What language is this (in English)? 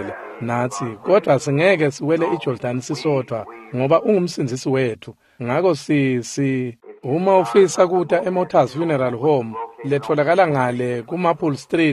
Swati